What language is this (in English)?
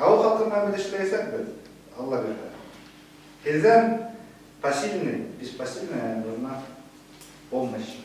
Bashkir